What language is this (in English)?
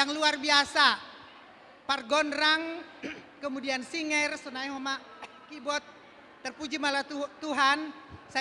Batak Simalungun